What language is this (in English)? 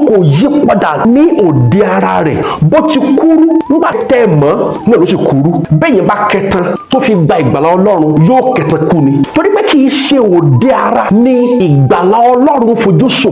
Yoruba